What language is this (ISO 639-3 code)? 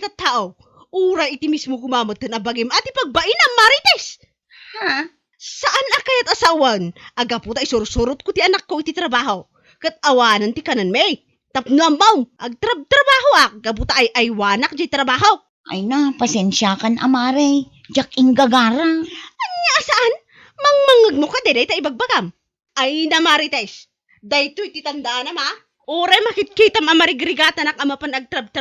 ilo